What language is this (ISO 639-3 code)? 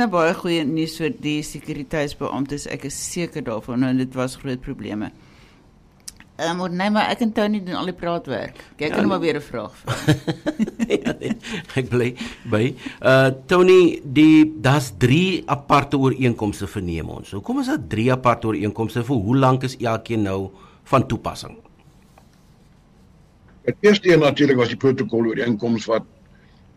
afr